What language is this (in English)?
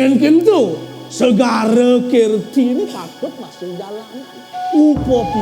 Balinese